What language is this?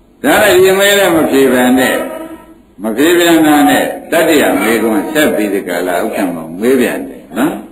Burmese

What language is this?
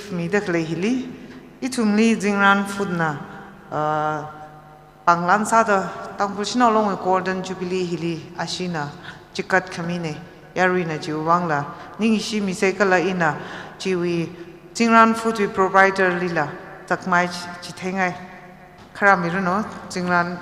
Tangkhul Naga (India)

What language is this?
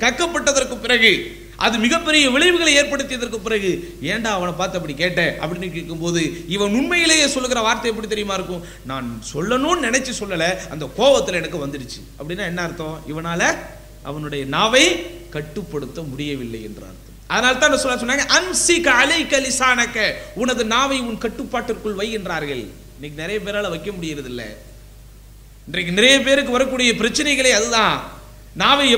Tamil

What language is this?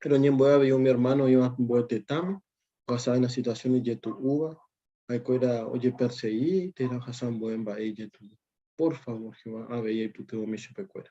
Guarani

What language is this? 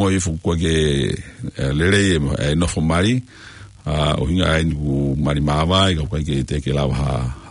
Tongan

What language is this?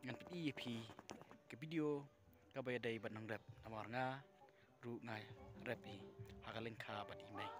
Khasi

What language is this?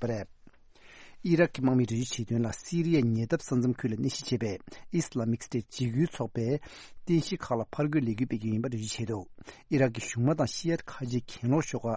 Tibetan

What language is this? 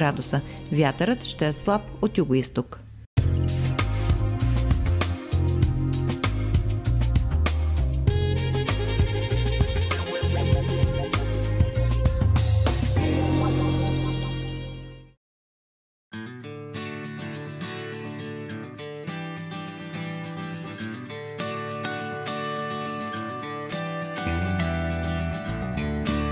Bulgarian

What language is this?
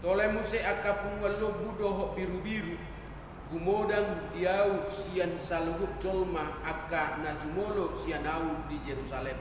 Batak Toba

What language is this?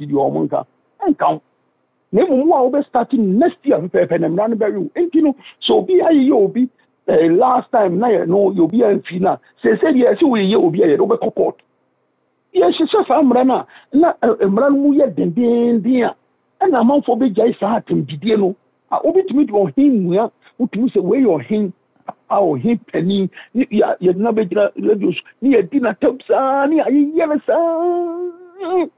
Akan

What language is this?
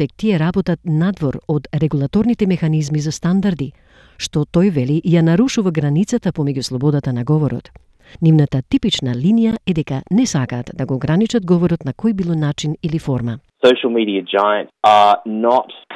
Macedonian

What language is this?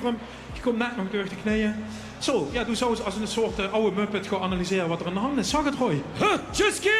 Limburgish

